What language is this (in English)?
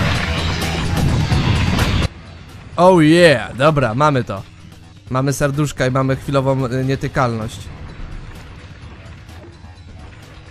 Polish